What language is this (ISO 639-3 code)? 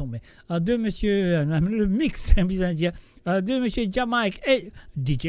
mfe